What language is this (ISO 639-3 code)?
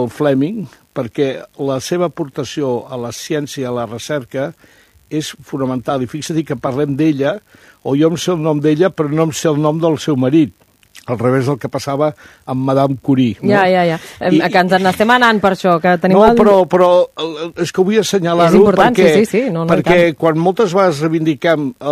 cat